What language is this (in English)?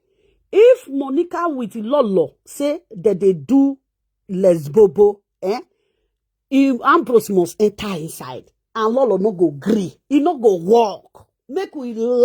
Nigerian Pidgin